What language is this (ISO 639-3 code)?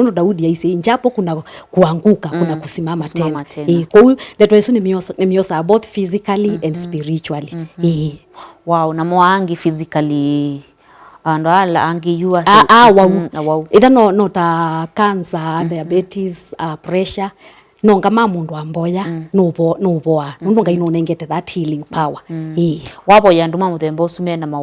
kam